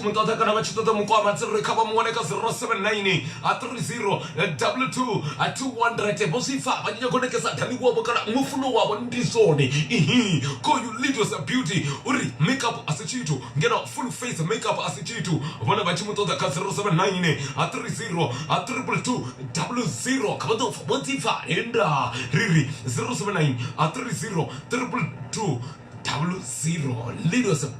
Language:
Venda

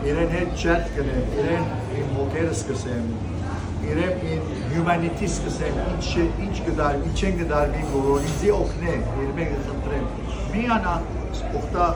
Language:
Western Armenian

